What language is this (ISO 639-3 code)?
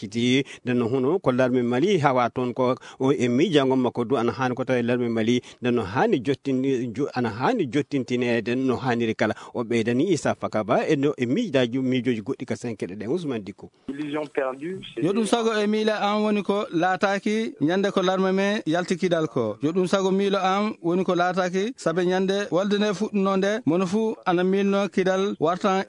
ful